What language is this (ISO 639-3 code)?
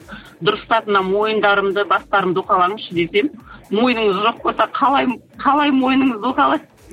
kaz